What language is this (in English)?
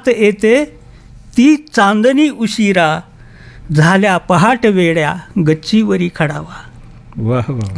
Marathi